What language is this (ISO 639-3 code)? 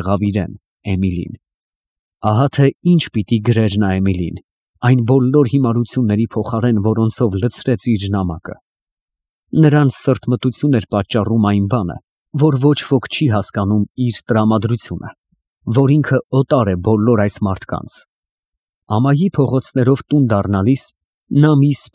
hye